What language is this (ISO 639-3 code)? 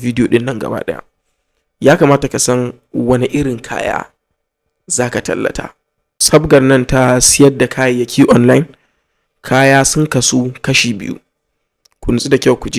hau